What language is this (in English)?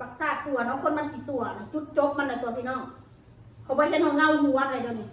Northeastern Thai